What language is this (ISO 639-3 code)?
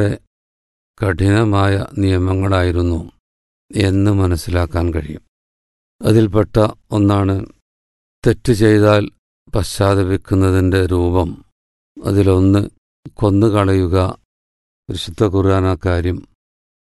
mal